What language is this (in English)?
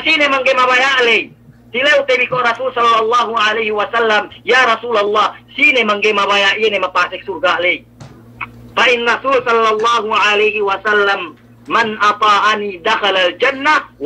Yakan